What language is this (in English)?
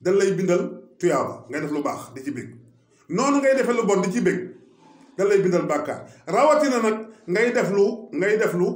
Wolof